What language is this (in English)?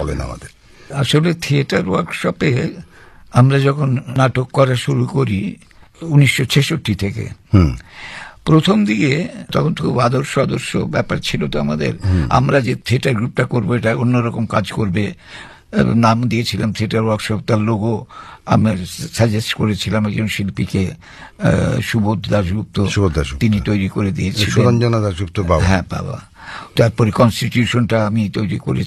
Bangla